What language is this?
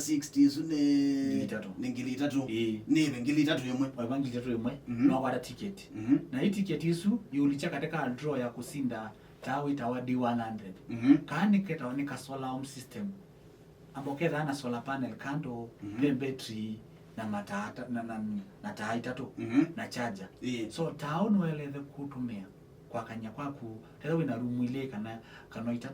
Kamba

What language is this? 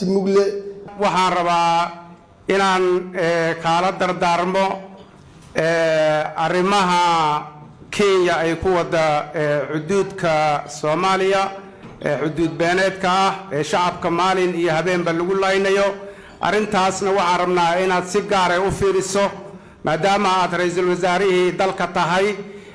Somali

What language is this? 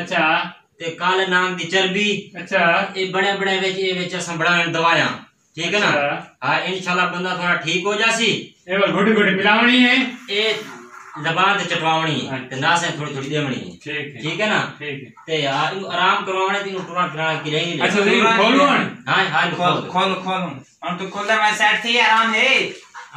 Saraiki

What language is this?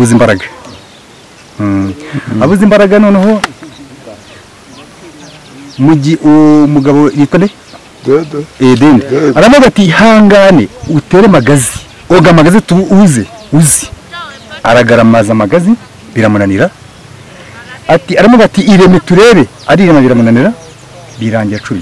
Kinyarwanda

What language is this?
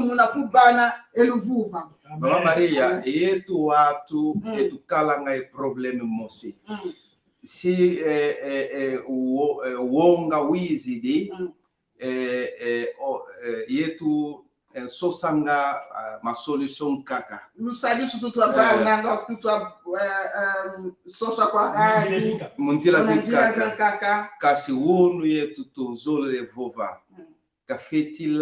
Kongo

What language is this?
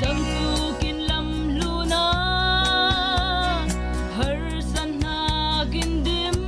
Falam Chin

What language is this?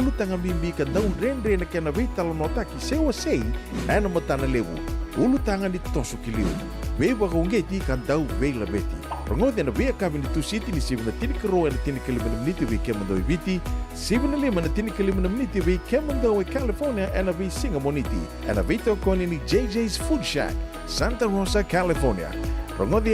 Fijian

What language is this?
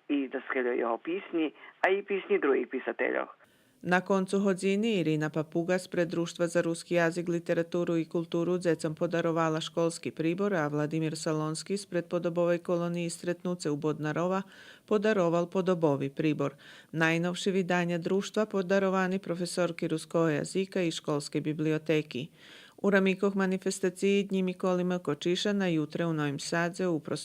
Rusyn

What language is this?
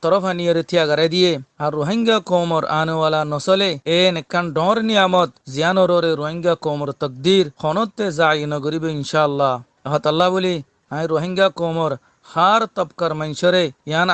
Rohingya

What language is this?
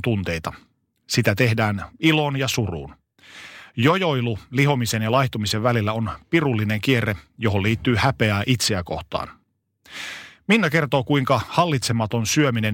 Finnish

